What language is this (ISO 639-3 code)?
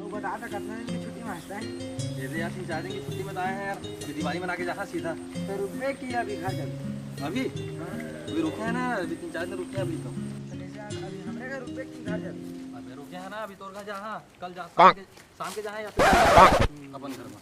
hne